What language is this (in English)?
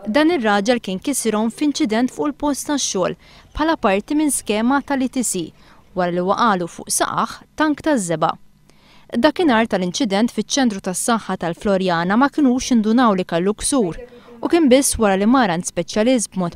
Maltese